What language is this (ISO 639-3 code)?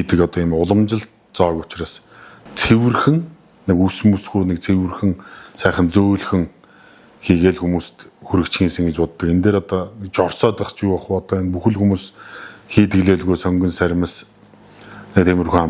mon